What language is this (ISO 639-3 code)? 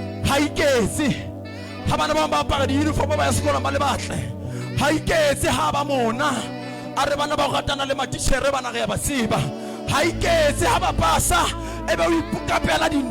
sot